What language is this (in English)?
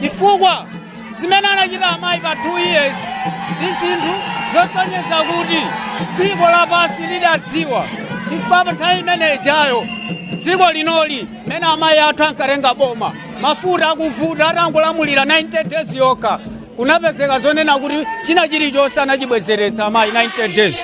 Nyanja